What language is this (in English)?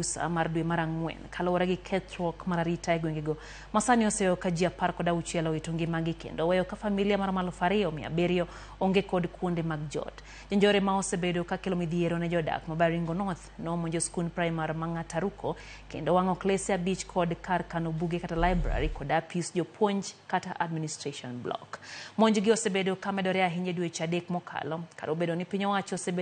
Luo (Kenya and Tanzania)